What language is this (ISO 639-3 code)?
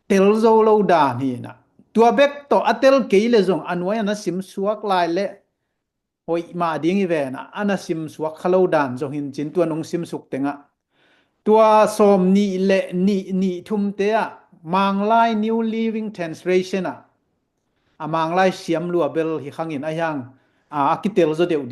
ctd